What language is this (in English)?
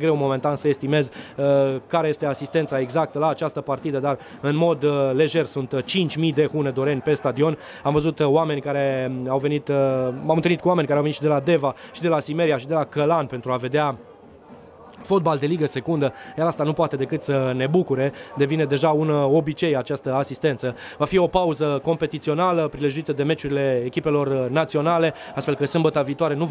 Romanian